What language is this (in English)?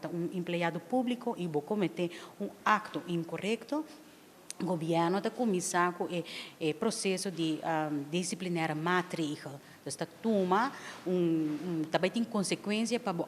Papiamento